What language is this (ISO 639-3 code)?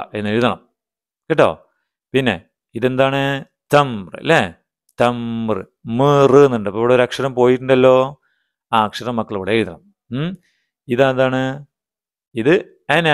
mal